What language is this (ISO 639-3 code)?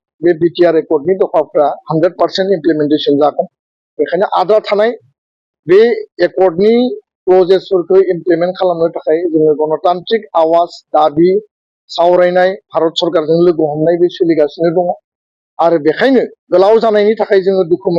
brx